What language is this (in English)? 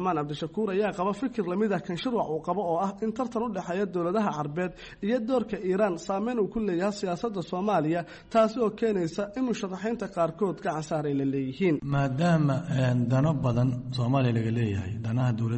Somali